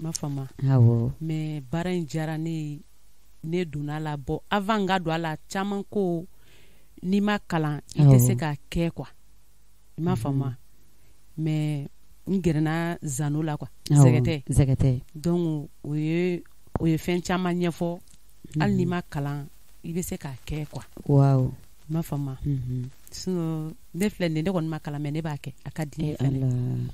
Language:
Bambara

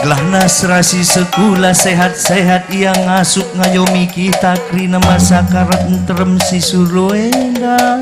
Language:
Batak Karo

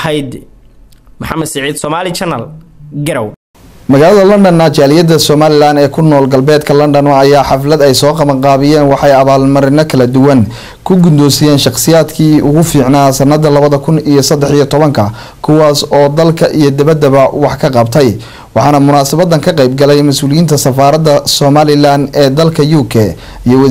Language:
Somali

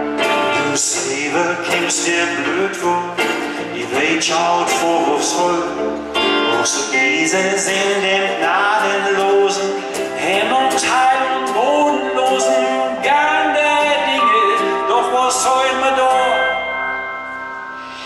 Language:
German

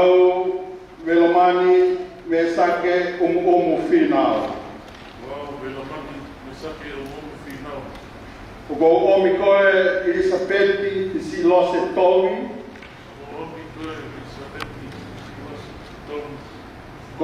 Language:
Tongan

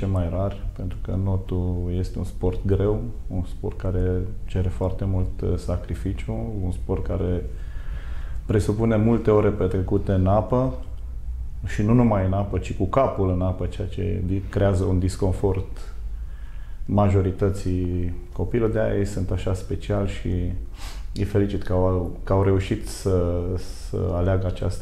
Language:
Romanian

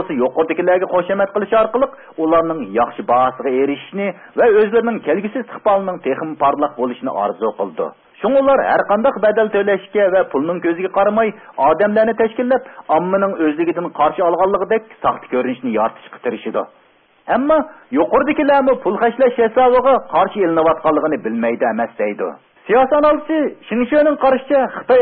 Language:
Uyghur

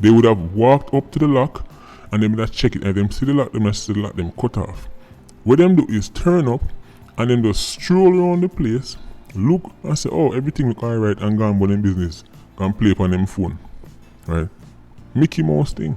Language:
Jamaican Creole English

